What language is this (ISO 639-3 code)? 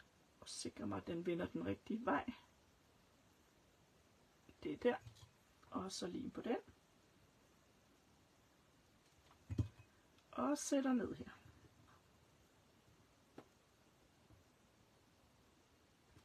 dan